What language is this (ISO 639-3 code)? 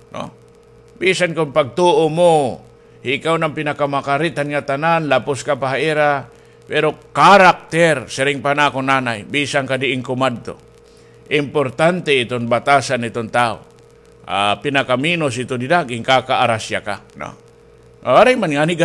war